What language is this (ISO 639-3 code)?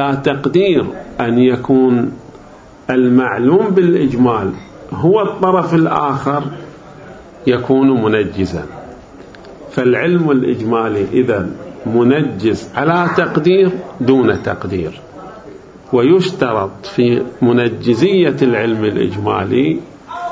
ara